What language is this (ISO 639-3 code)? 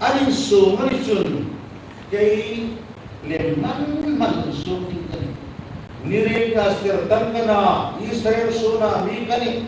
hmr